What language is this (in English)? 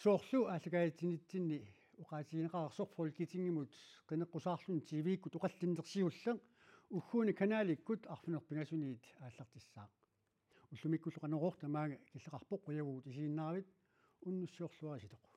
Kalaallisut